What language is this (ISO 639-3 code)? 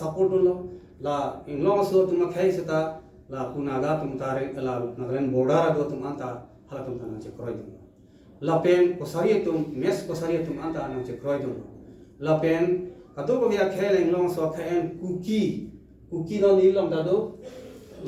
mjw